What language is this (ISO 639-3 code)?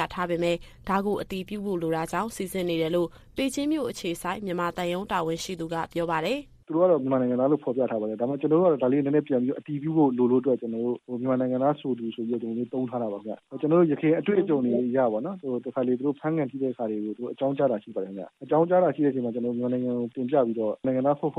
mya